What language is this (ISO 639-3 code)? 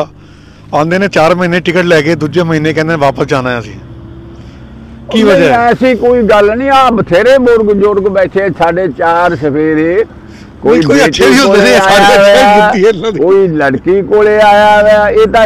pan